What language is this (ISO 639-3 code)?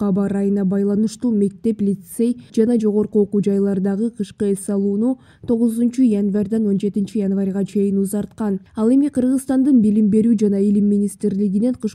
kir